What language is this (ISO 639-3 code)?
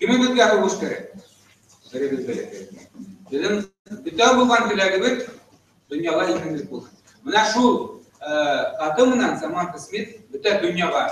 bak